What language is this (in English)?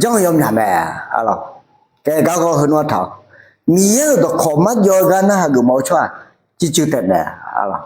Akha